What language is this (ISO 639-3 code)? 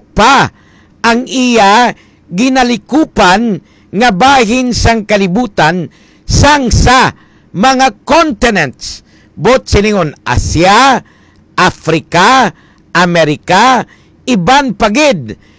hil